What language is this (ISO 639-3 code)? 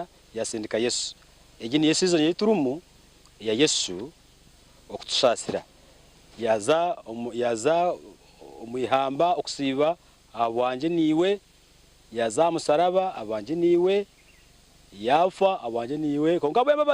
nyn